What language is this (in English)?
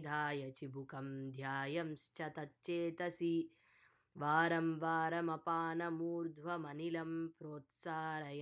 Sanskrit